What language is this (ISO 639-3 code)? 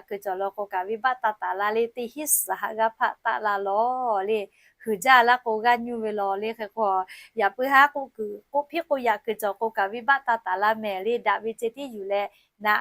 lhu